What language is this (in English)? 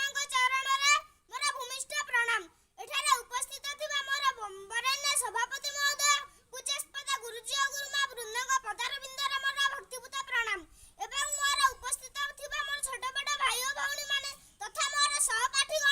Odia